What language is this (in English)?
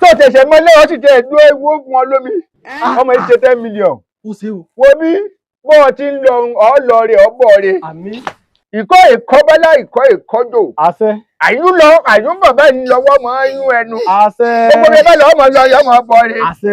Yoruba